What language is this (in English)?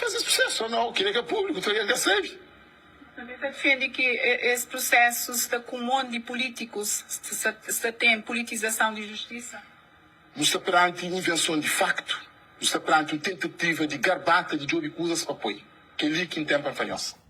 Kabuverdianu